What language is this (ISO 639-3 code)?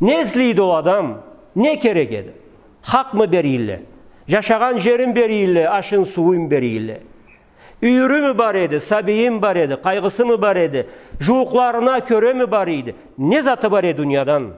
krc